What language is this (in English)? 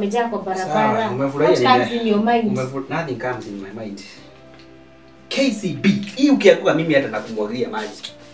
Swahili